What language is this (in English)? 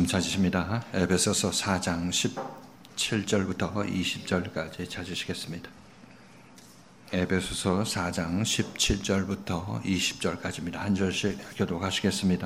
Korean